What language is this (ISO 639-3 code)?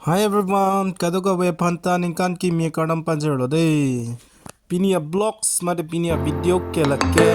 mjw